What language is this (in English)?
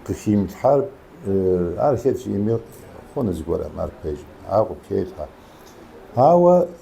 Kabardian